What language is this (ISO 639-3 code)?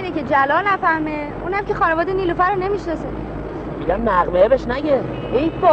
fas